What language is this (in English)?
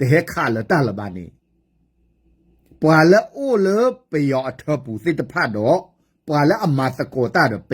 S'gaw Karen